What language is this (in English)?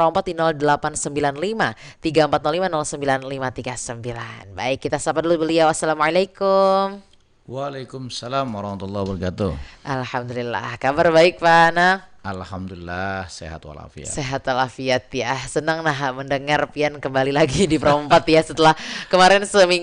Banjar